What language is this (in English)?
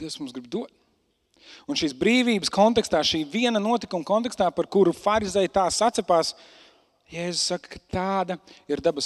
Latvian